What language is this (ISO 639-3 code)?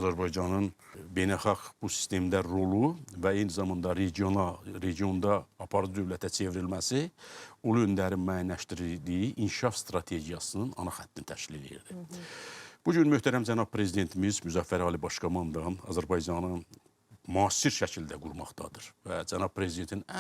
aze